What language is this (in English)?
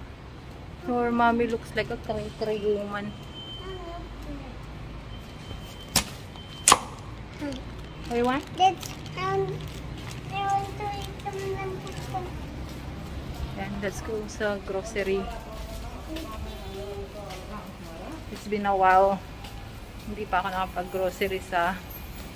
Filipino